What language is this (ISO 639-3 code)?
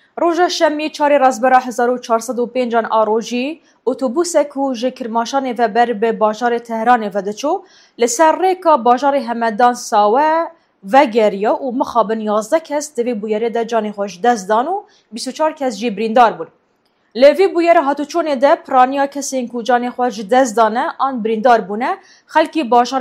kur